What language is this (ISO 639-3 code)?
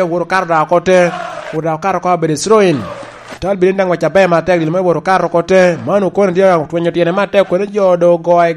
laj